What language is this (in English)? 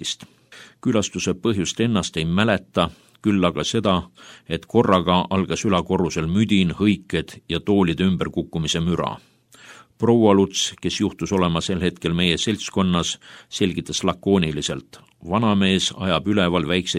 Estonian